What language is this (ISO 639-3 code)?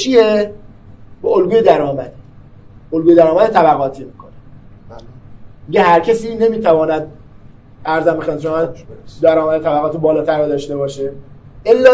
fas